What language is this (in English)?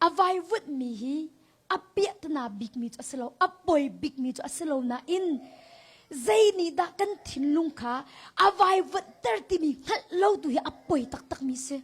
Hakha Chin